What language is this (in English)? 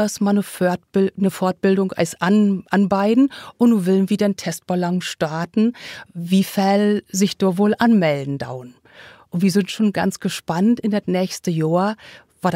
Low German